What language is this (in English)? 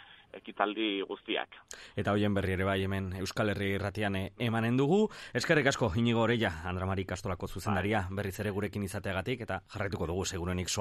Basque